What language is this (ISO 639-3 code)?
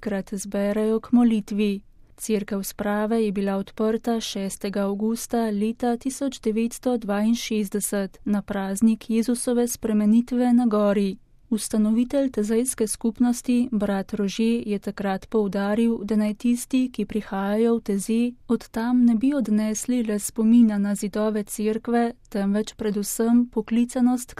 slv